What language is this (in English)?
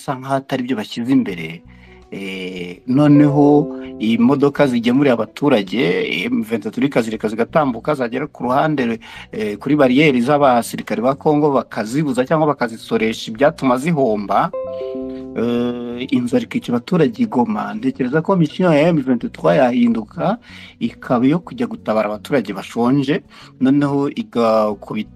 Kinyarwanda